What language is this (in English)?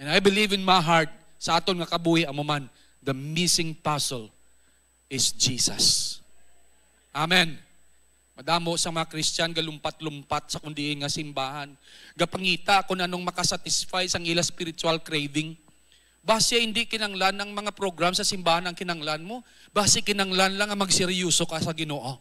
Hiligaynon